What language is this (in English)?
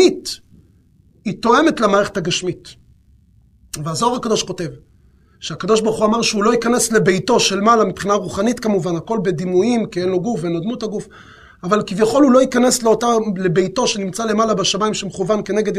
Hebrew